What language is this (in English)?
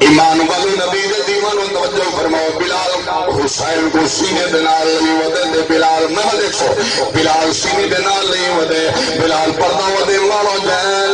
Saraiki